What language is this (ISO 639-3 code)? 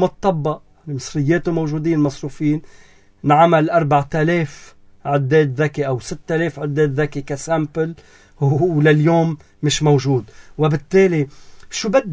apc